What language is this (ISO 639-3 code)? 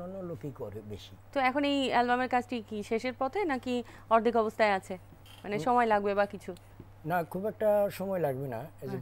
ben